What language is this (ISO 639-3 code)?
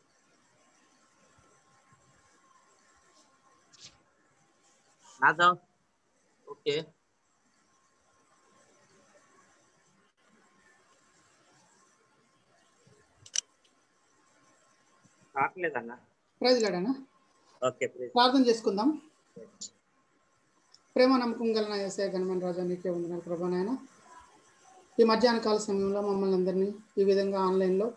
tel